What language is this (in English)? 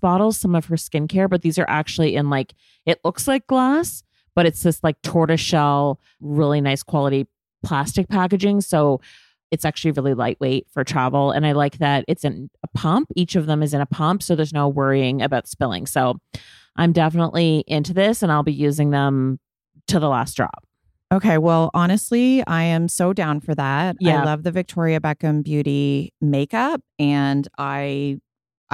English